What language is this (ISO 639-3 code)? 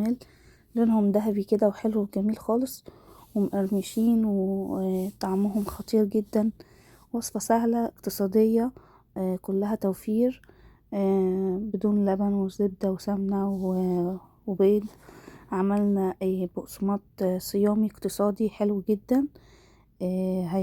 arz